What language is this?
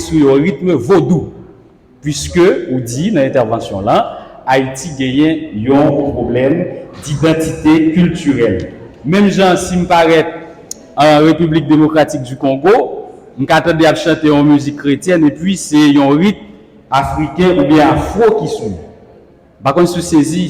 Haitian Creole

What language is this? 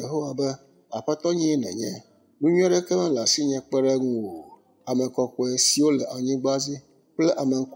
Ewe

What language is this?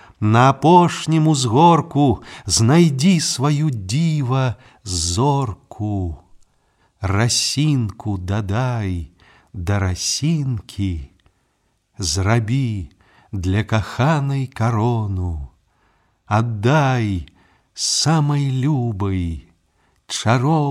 Belarusian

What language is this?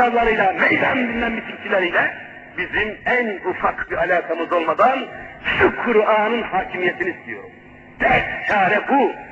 Turkish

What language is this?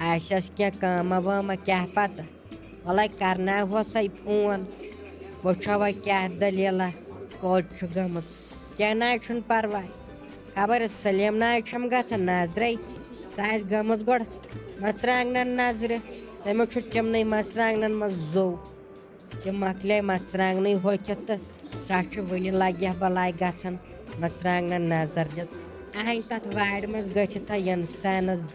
Kashmiri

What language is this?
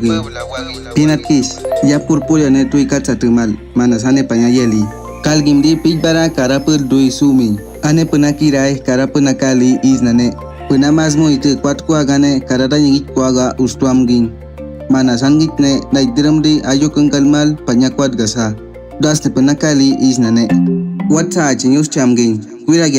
Awa-Cuaiquer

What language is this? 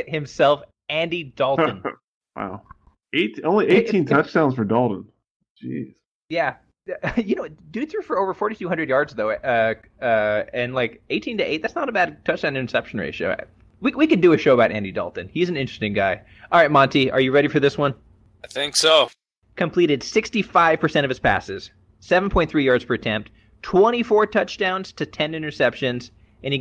English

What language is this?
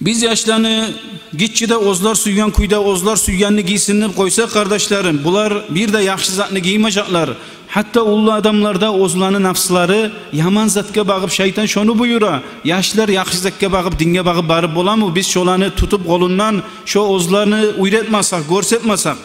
Kumyk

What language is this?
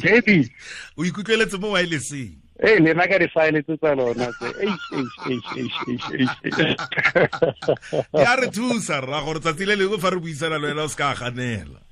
Tswana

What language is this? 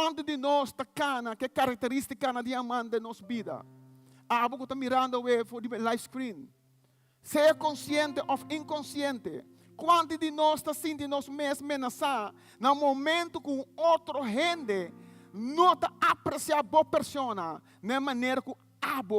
Papiamento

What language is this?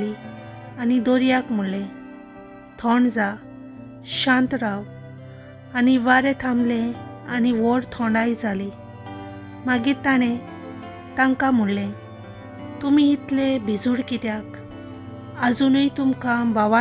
Konkani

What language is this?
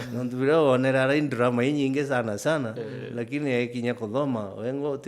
Meru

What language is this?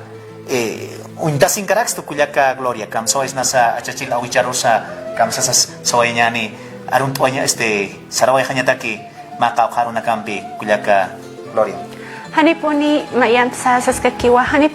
Aymara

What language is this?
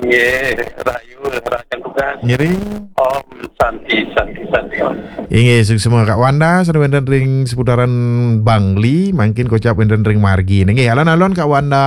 Balinese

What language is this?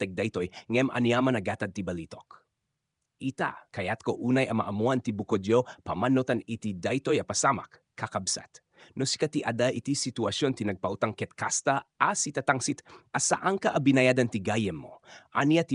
Iloko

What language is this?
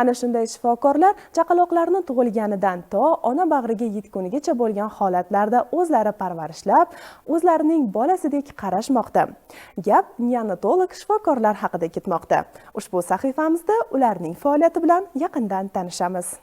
Uzbek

